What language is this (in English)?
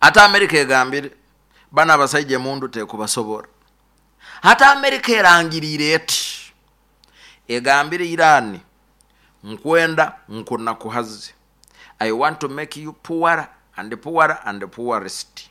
Nyankole